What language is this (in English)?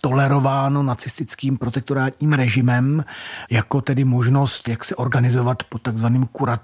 Czech